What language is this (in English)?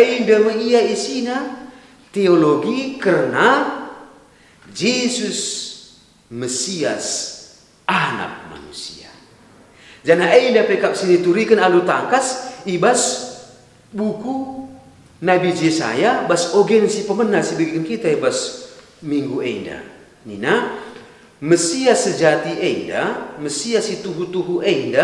Batak Karo